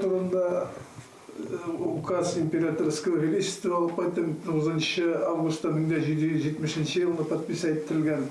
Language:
Bashkir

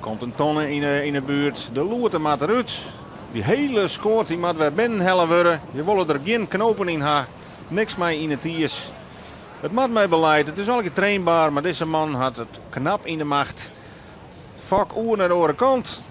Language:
Western Frisian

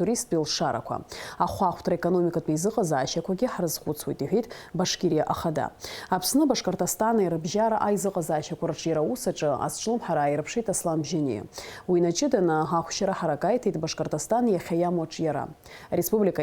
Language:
Abkhazian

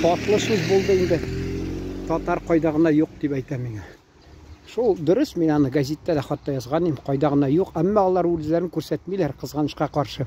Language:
Tatar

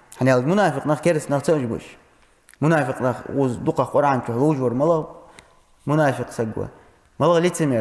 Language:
Ingush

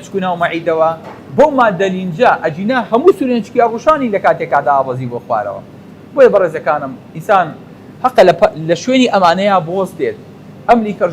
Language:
Central Kurdish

